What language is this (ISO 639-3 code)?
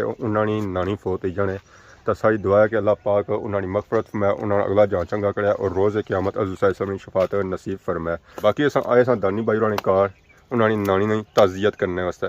phr